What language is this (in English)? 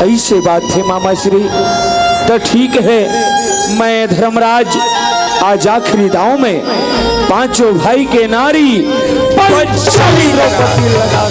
Chhattisgarhi